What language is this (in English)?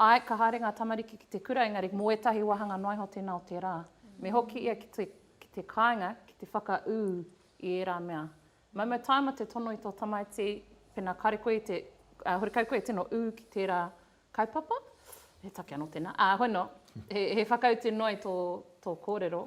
Māori